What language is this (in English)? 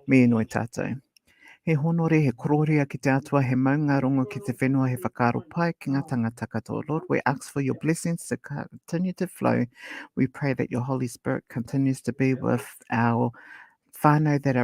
Māori